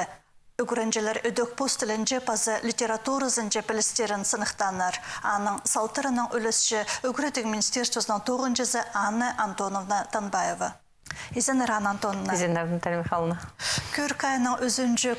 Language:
Khakas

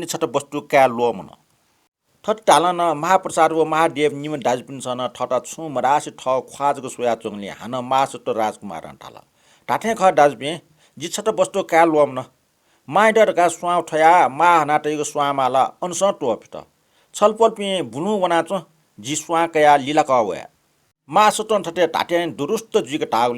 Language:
Newari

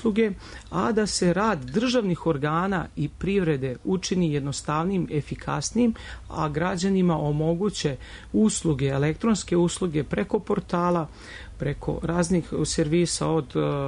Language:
Serbian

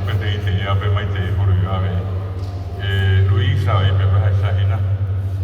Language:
Guarani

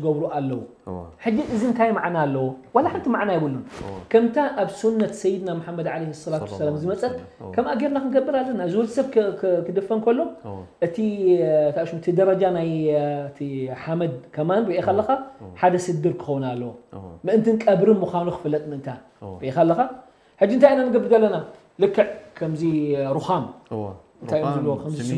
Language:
Tigrinya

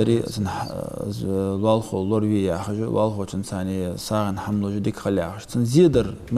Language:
Ingush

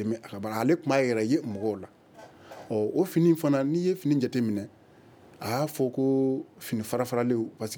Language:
Bambara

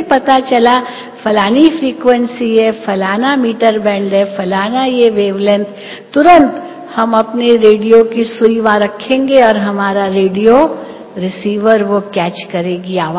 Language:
Hindi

